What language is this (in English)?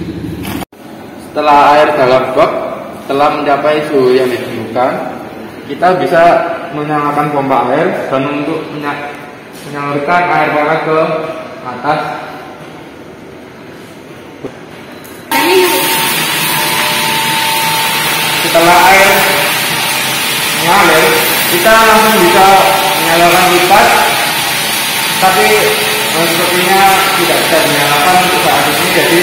Indonesian